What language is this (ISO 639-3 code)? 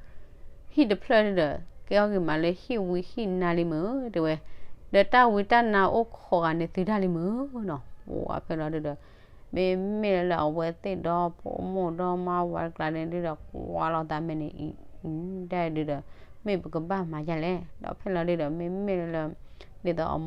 ksw